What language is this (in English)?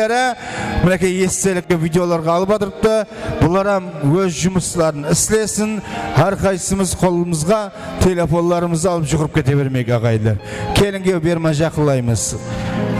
Kara-Kalpak